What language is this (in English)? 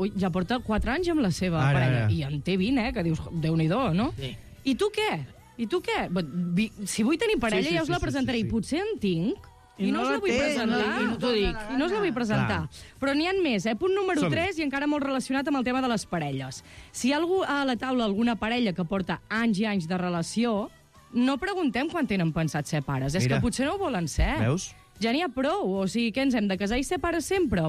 Catalan